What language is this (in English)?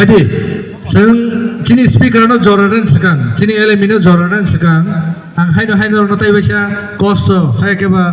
Kok Borok